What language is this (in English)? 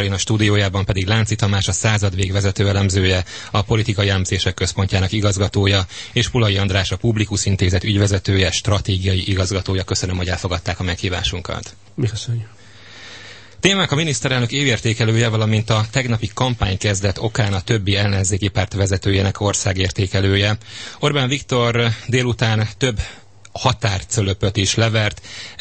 Hungarian